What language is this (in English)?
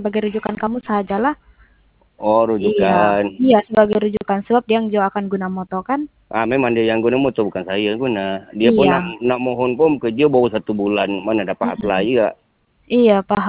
Malay